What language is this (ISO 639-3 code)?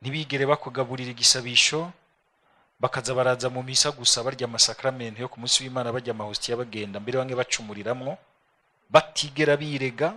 run